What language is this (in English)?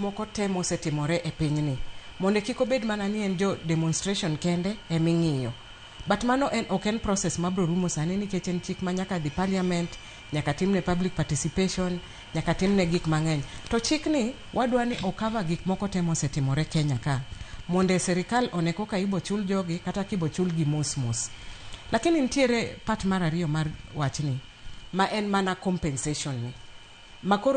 Luo (Kenya and Tanzania)